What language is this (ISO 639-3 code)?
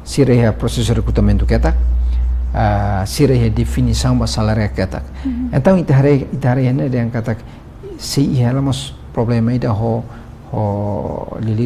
tet